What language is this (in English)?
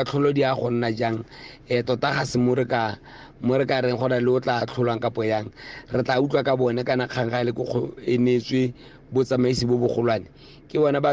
Tswana